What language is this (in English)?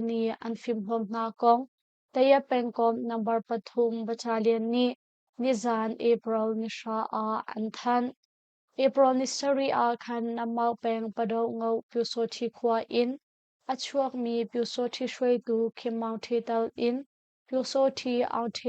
Hakha Chin